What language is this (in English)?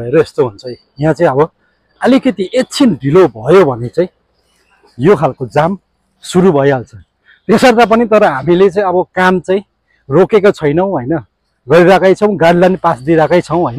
Nepali